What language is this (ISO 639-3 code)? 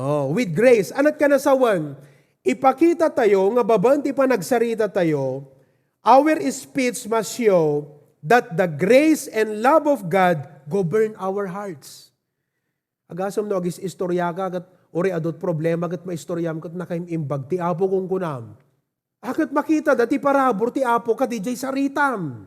ilo